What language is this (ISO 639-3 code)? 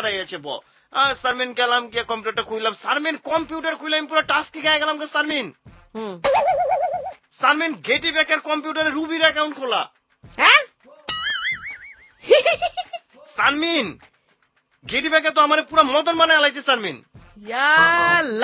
ben